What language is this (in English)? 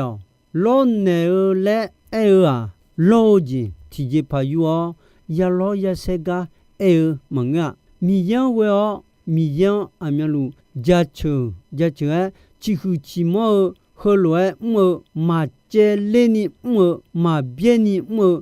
Akha